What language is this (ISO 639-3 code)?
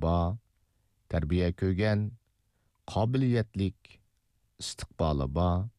uig